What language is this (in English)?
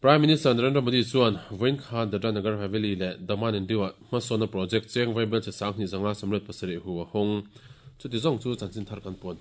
Mizo